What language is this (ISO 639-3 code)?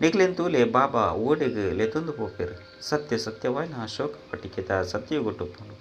tcy